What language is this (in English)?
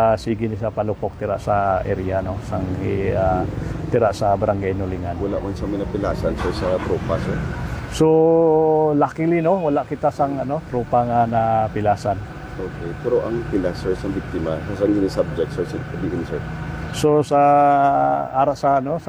Hiligaynon